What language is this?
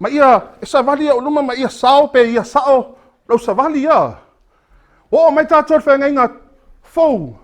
Samoan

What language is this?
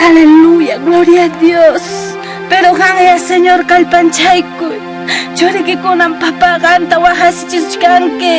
Ayacucho Quechua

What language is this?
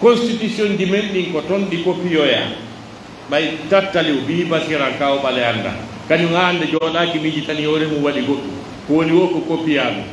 Pular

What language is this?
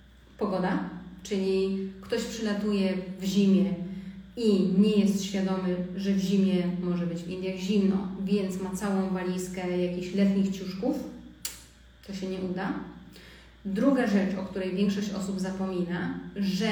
Polish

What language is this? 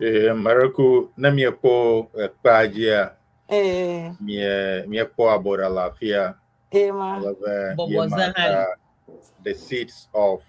Ewe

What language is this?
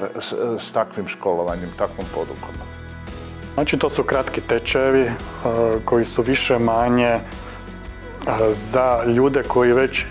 Croatian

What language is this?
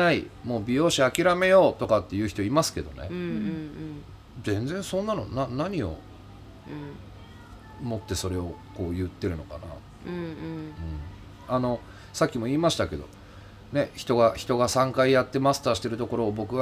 Japanese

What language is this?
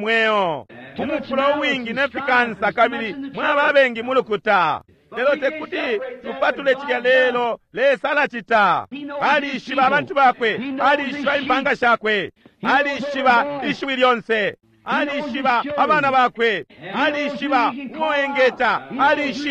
Bemba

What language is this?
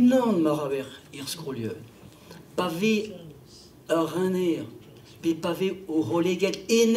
Breton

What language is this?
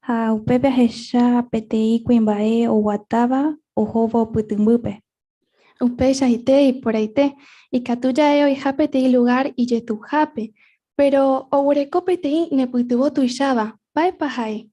Guarani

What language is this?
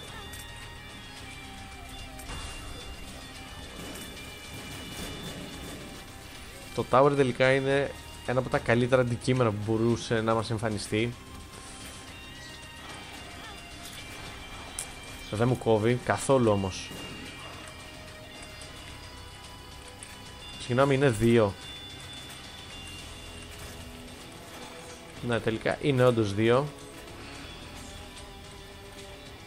Greek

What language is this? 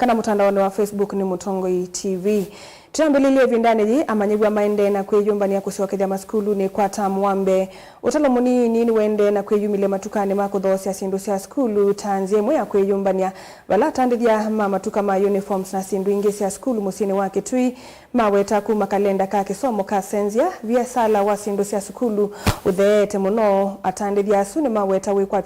Kamba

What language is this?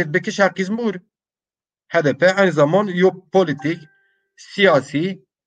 Zaza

